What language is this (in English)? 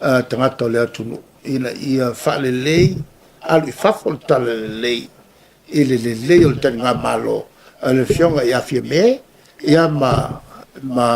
Samoan